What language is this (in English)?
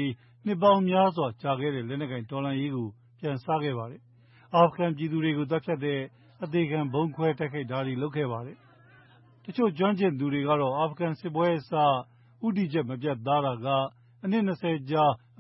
Burmese